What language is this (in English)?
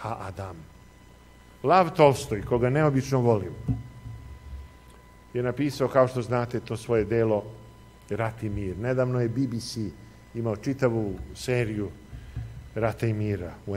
Serbian